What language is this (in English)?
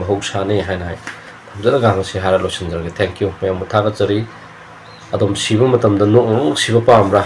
Manipuri